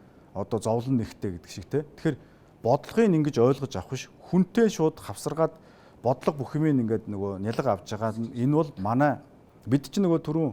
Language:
Mongolian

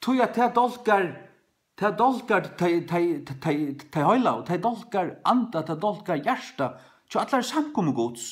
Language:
Faroese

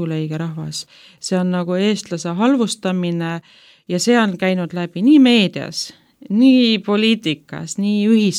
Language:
Estonian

